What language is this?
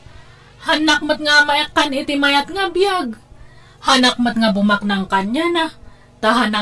Iloko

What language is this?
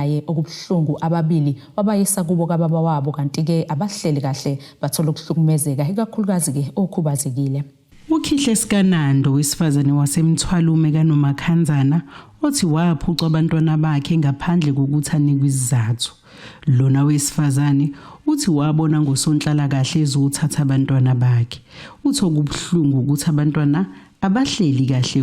Zulu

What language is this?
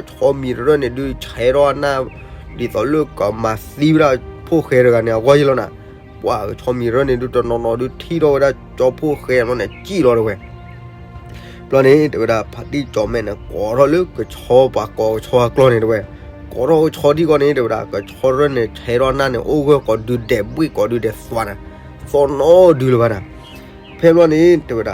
S'gaw Karen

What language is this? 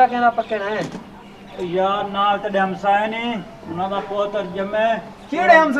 Saraiki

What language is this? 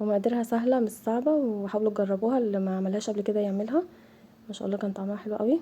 Egyptian Arabic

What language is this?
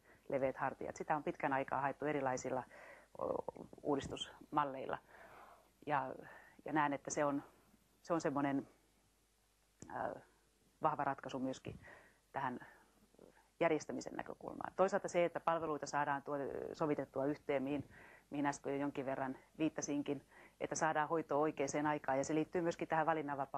Finnish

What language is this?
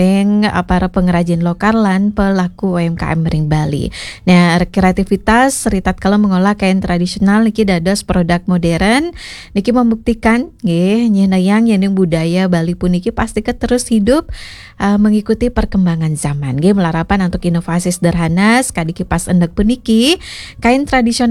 Balinese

